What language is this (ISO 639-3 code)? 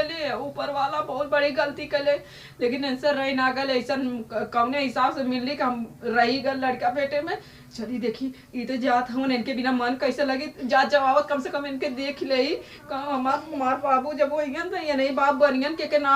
awa